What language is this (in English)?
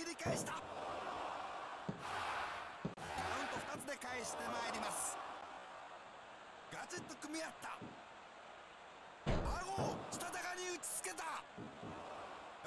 Japanese